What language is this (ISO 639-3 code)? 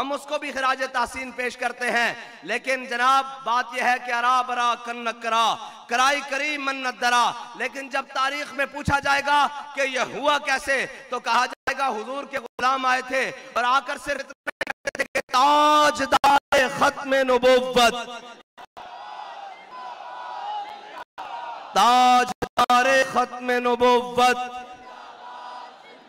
urd